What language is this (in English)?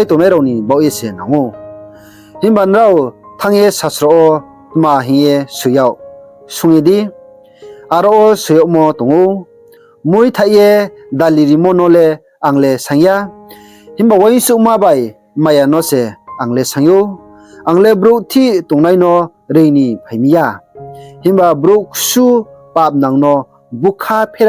Riang (India)